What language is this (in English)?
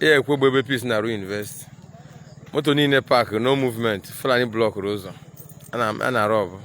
Igbo